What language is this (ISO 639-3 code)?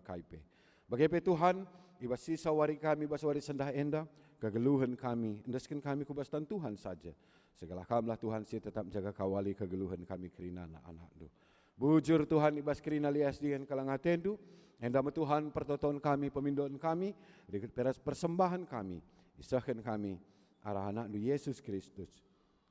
btx